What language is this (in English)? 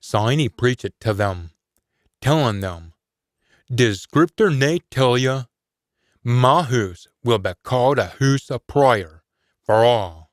Scots